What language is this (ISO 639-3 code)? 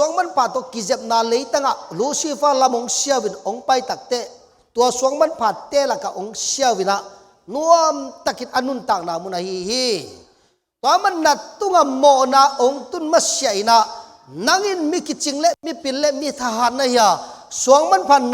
ctd